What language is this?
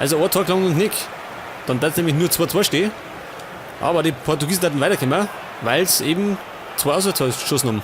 Bavarian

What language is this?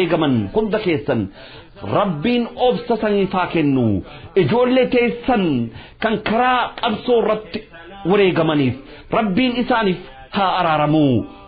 Oromo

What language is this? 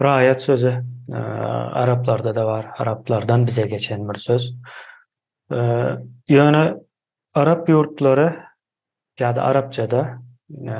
Turkmen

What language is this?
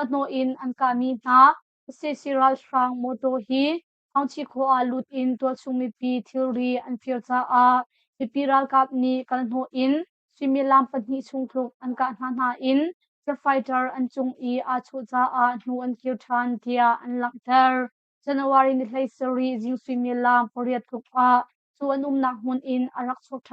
Hakha Chin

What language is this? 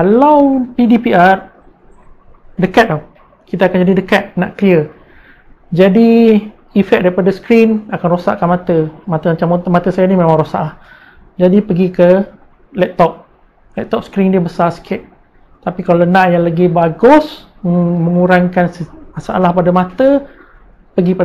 Malay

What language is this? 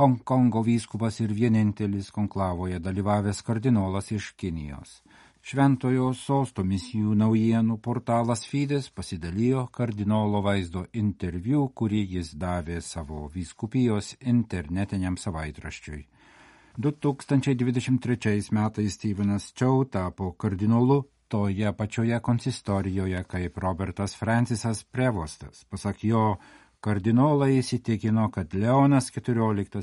Lithuanian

